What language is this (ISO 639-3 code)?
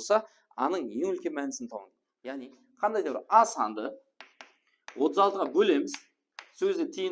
kaa